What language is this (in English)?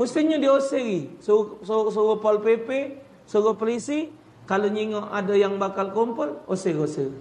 Musi